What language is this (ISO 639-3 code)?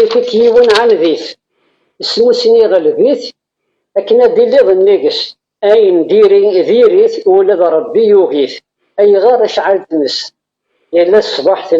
kab